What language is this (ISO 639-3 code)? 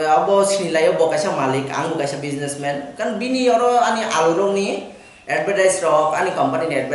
trp